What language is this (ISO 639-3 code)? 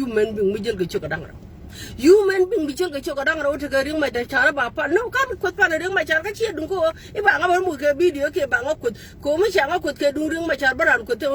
nus